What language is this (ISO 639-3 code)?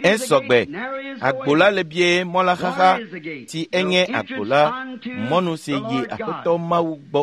ewe